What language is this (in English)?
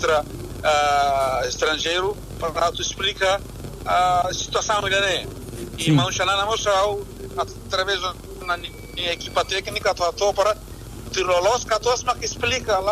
Tetum